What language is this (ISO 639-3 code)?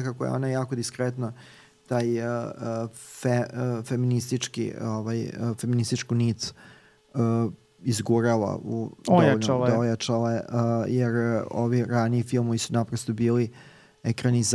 srp